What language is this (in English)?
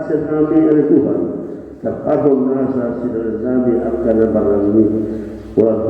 Batak Toba